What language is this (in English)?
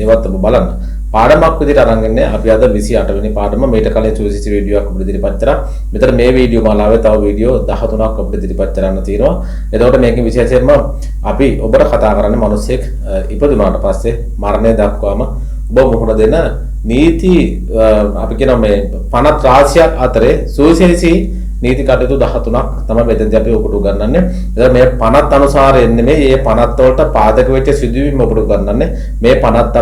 Sinhala